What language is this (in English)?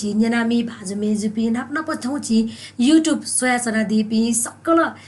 Newari